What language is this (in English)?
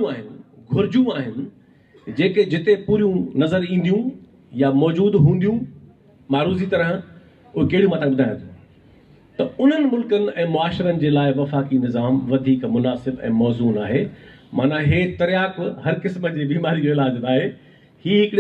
Sindhi